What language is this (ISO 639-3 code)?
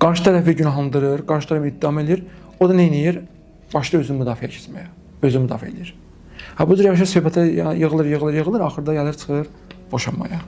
aze